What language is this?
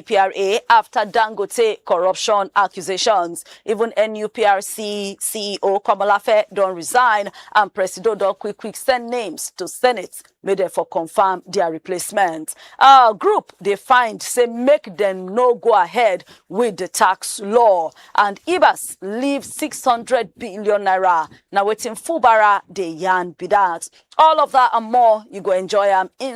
Nigerian Pidgin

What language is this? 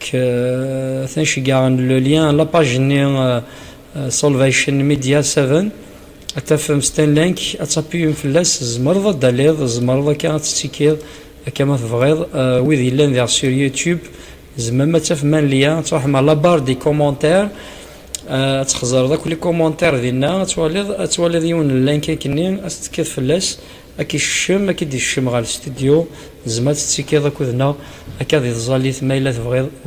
Kabyle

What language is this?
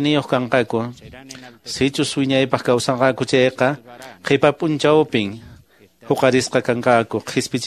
Quechua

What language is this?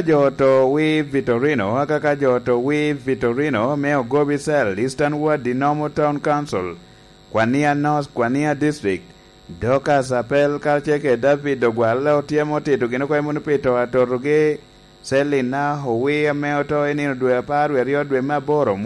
Lango (Uganda)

